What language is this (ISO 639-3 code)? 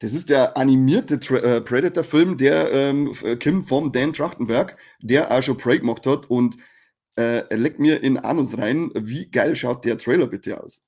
bar